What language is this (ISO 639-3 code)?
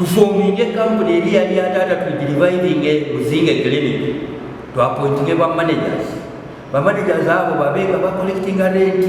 lug